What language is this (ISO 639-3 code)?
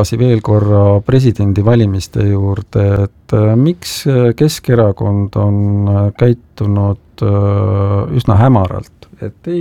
est